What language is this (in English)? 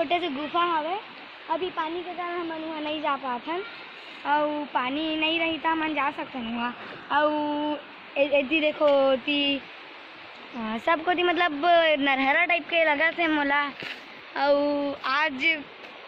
Chhattisgarhi